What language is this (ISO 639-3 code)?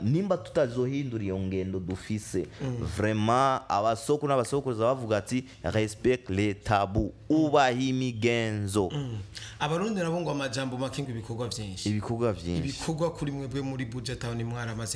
run